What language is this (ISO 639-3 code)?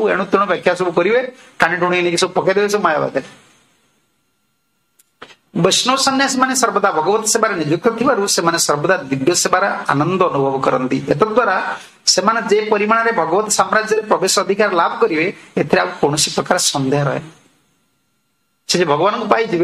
ori